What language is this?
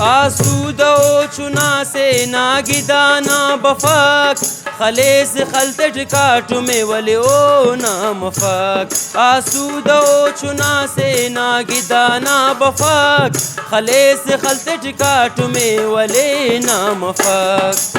Brahui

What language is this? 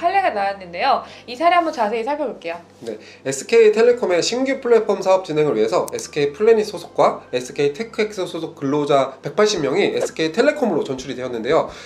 Korean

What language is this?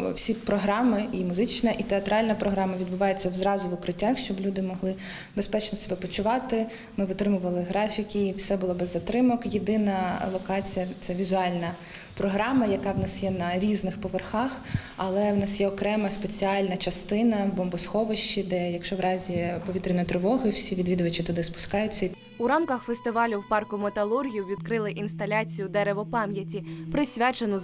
Ukrainian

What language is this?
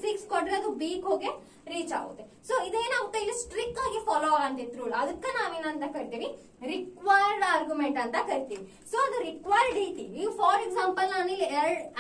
Kannada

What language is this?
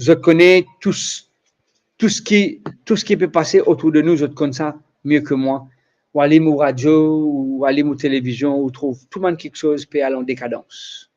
Morisyen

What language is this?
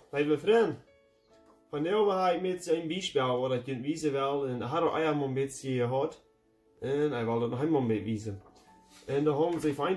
Plautdietsch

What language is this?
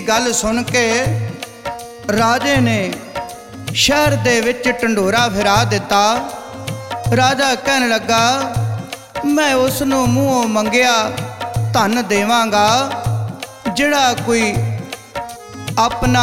Punjabi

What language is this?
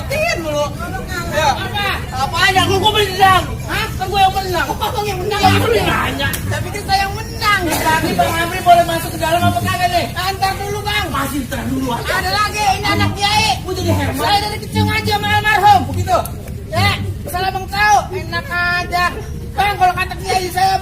Betawi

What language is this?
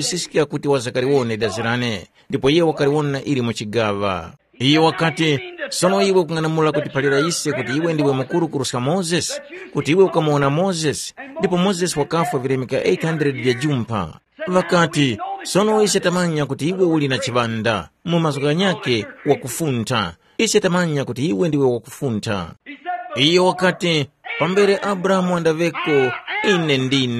Tumbuka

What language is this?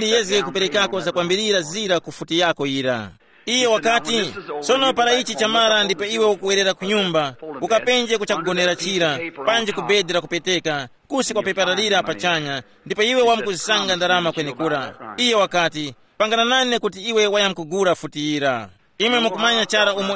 Tumbuka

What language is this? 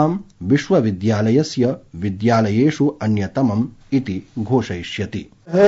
Sanskrit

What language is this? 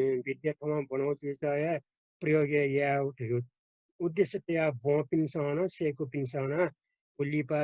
Newari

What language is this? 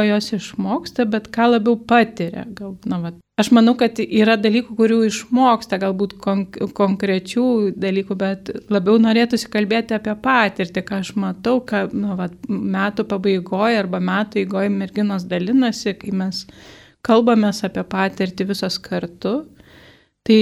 Lithuanian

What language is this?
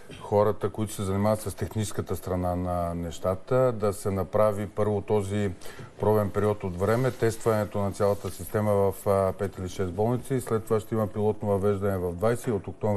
Bulgarian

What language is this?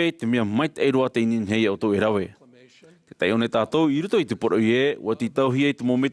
Tahitian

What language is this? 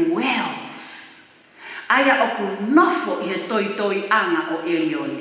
Tongan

